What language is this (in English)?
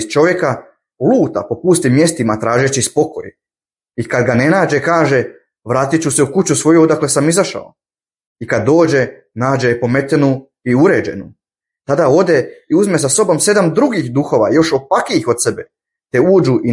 Bosnian